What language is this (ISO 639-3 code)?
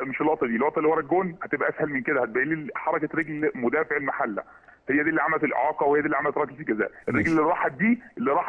arz